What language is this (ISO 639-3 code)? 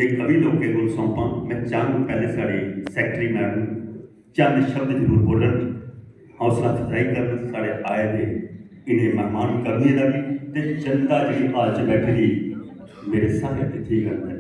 doi